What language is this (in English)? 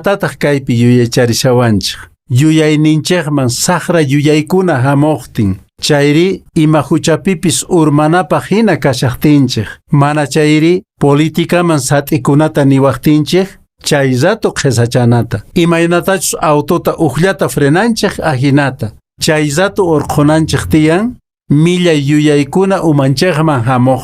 Quechua